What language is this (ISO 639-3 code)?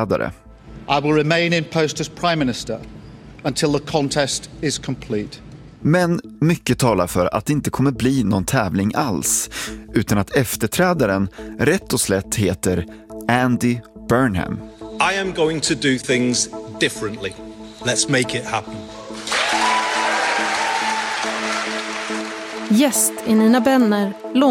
swe